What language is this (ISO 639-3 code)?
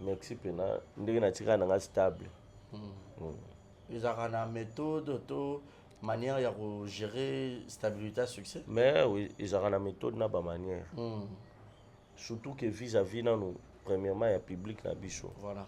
lin